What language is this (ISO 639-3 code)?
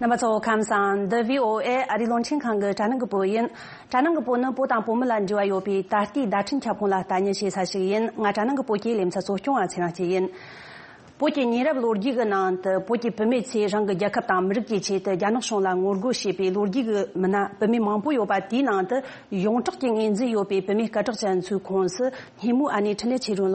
bod